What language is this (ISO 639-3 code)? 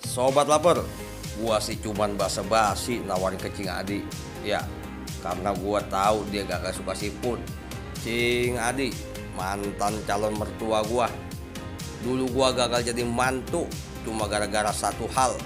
bew